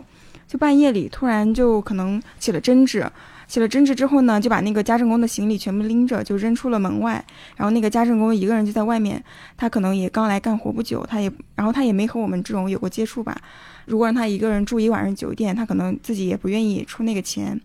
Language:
Chinese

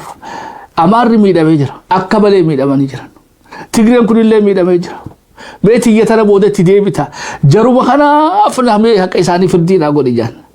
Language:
Oromo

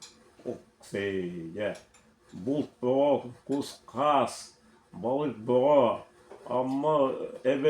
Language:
Yakut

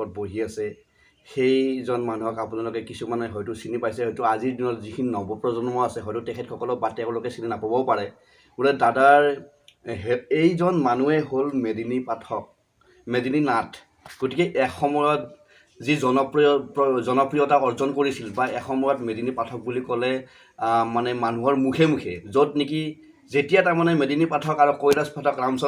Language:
Assamese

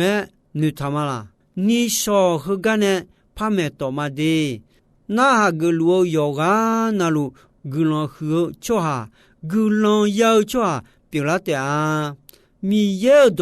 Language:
Akha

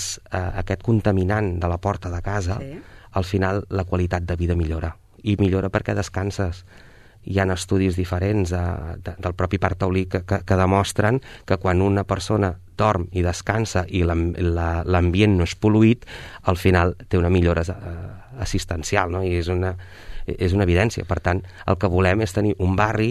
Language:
Catalan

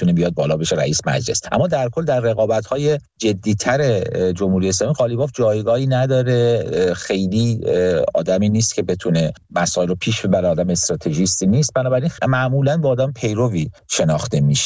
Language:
Persian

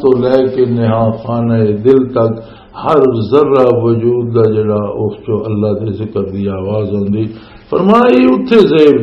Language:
Western Panjabi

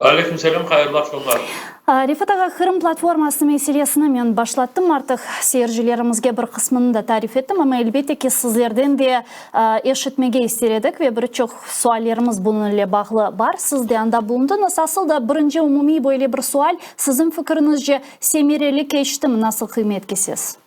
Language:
Crimean Tatar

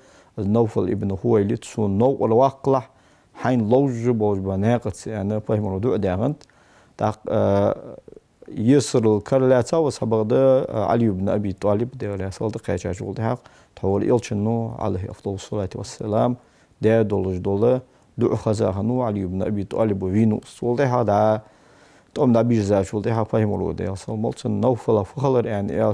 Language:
Ingush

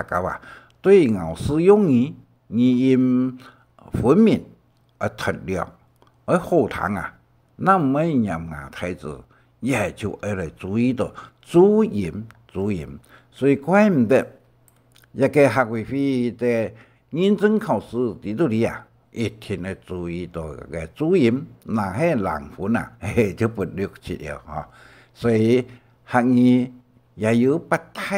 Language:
Hakka Chinese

